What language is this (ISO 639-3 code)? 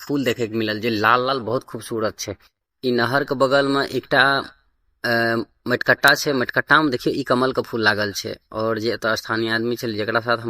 mai